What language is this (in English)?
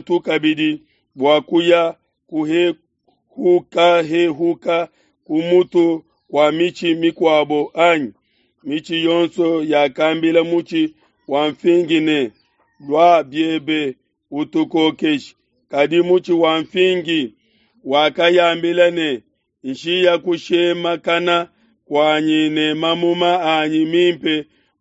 Luba-Lulua